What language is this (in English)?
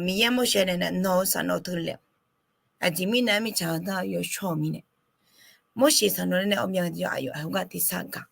Akha